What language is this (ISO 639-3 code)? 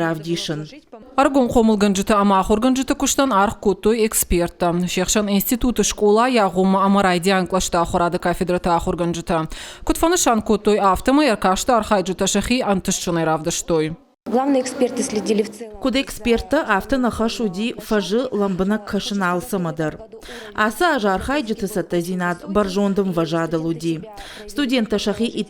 oss